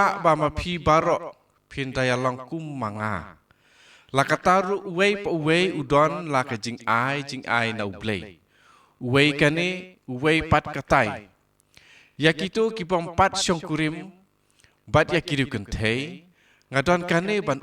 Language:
Khasi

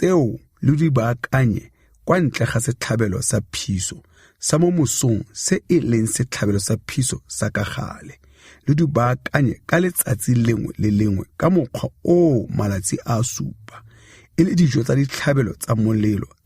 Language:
Tswana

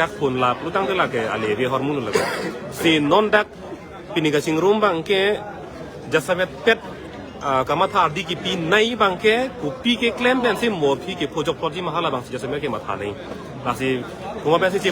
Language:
Karbi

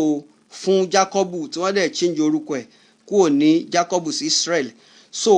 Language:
Yoruba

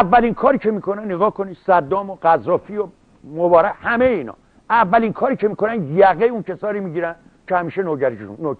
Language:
Persian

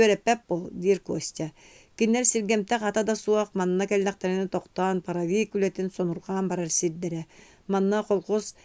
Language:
Yakut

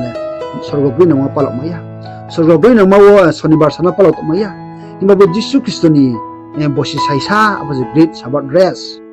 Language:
Riang (India)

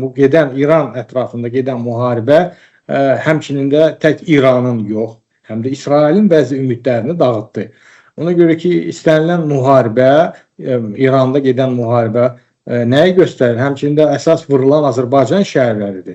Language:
Azerbaijani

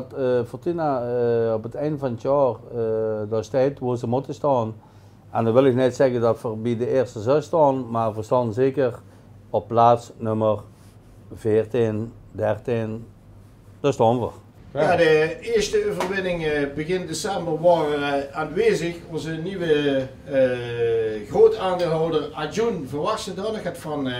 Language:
Dutch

